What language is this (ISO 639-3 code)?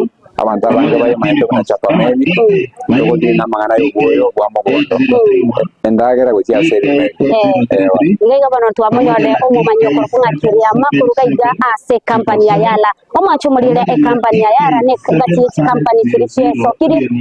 guz